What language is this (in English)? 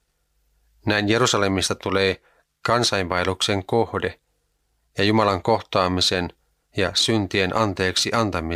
Finnish